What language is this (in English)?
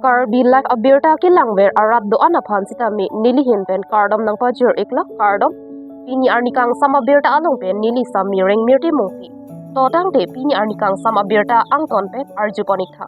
Karbi